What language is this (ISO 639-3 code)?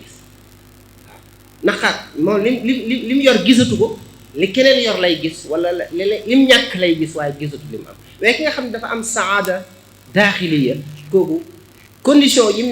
wol